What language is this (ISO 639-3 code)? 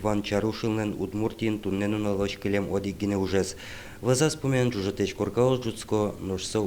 udm